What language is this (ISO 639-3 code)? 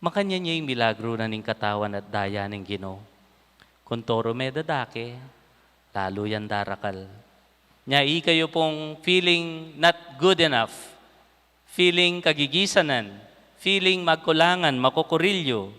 pam